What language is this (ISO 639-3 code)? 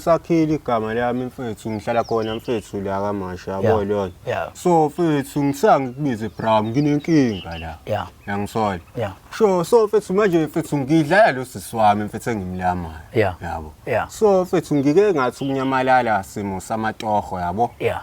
zul